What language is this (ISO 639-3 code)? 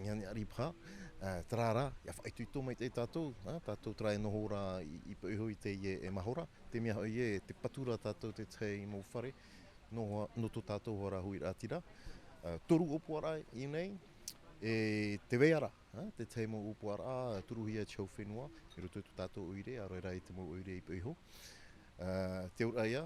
tah